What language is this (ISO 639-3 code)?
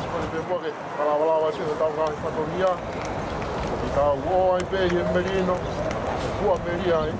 ton